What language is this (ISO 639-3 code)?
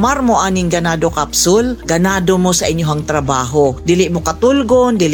ceb